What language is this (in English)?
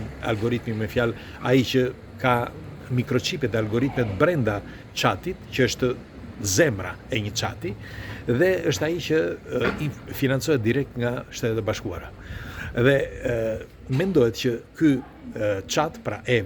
Albanian